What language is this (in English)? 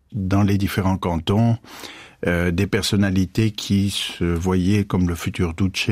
French